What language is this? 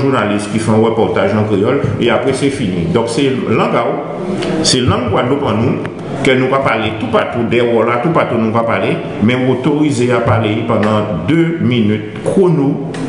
Guadeloupean Creole French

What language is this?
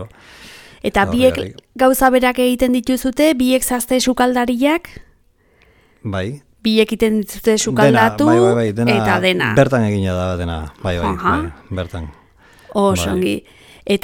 Basque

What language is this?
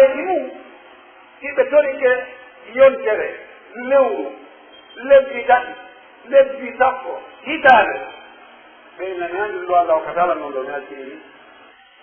Pular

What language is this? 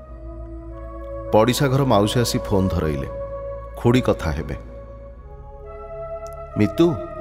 Odia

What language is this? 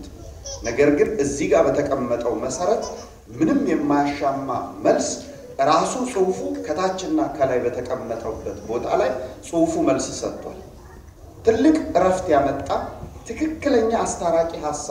Amharic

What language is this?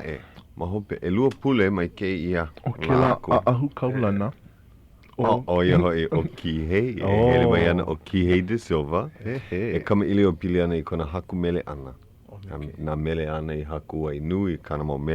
Hawaiian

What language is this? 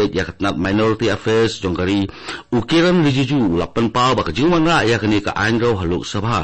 Khasi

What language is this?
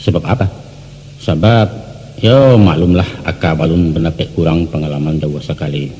Minangkabau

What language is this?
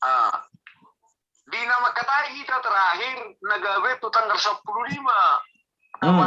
Batak Toba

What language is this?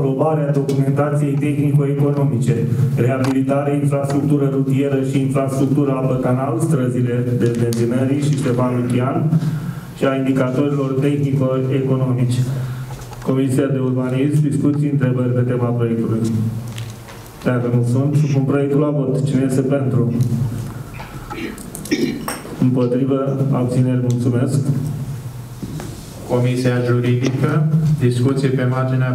Romanian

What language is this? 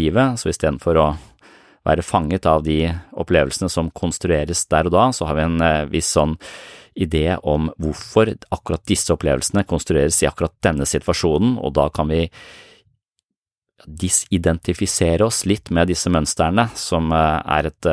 Norwegian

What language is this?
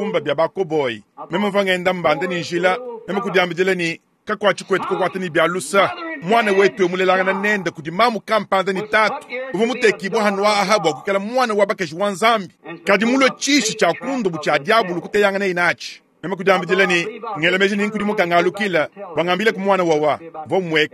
Luba-Lulua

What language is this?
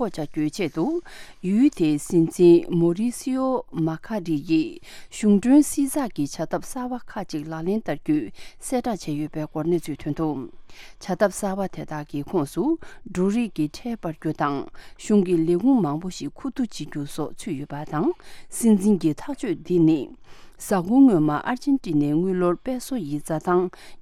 Tibetan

